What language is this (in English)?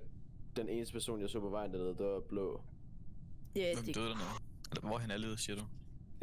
Danish